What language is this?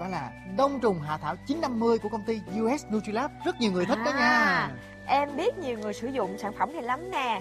Vietnamese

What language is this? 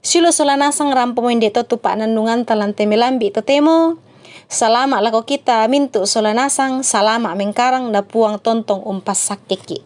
Toraja-Sa'dan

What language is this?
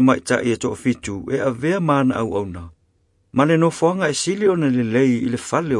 Samoan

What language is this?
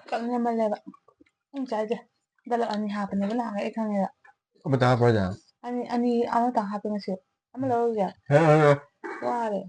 Manipuri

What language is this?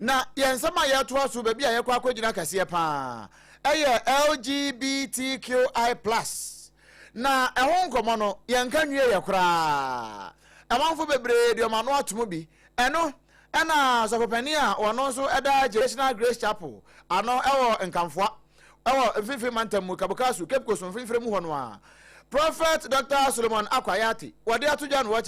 Akan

